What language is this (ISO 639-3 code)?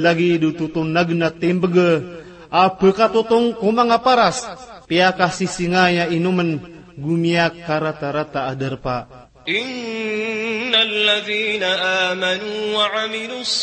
mrw